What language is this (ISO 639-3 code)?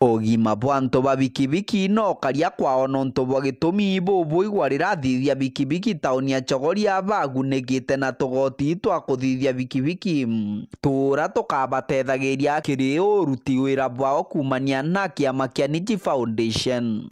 mer